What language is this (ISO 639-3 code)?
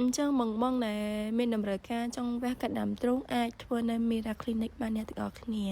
khm